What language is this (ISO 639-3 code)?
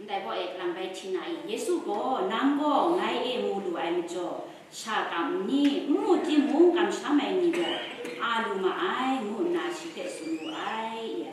kac